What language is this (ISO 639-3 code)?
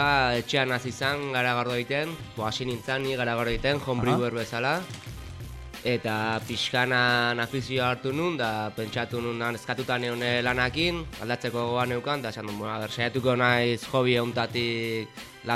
eus